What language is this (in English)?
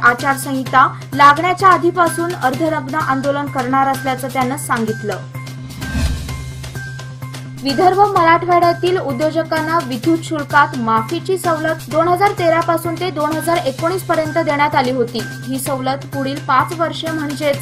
Marathi